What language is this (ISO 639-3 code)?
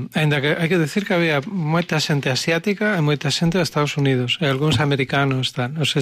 glg